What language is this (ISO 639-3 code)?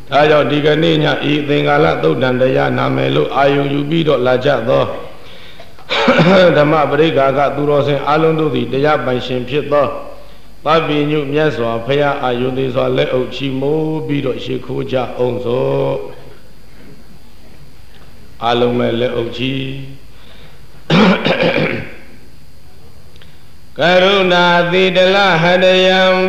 mya